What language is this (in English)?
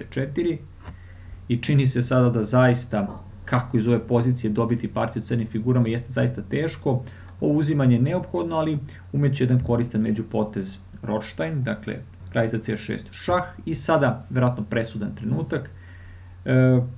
Serbian